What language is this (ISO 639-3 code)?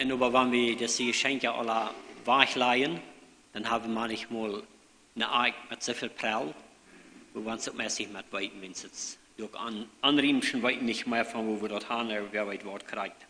pdt